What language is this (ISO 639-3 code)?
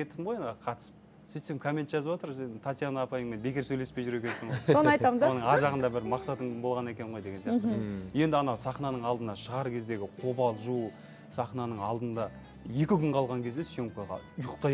kaz